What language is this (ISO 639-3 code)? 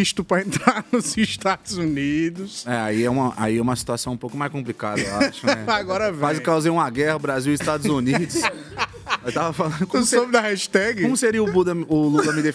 por